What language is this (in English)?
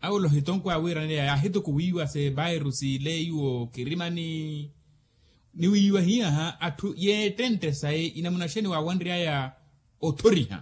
Makhuwa